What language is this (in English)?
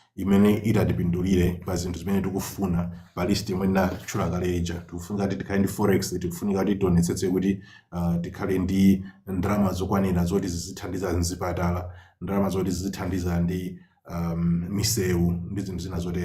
Nyanja